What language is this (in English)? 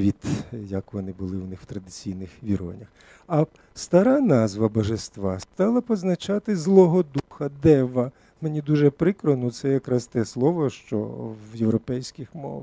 Ukrainian